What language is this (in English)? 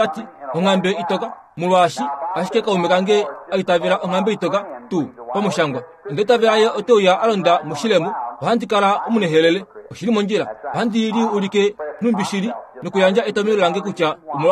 Kuanyama